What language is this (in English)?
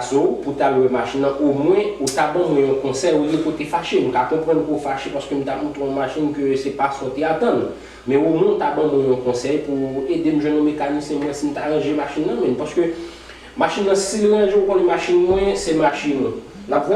Haitian Creole